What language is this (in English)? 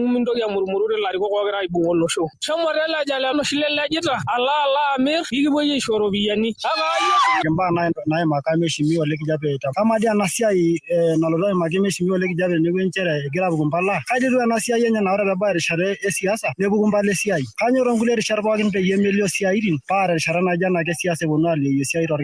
Masai